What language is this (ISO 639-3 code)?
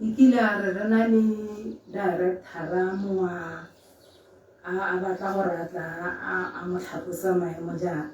tsn